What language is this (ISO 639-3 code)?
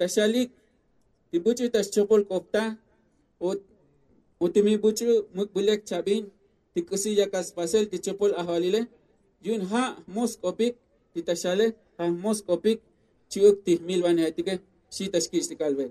tzo